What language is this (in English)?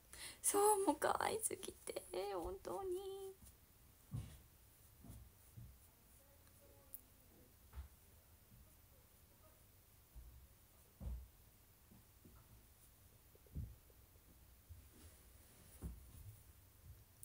Japanese